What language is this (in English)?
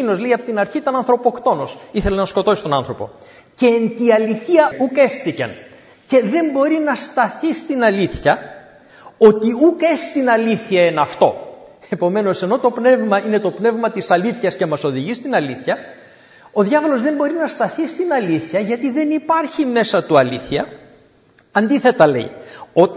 Greek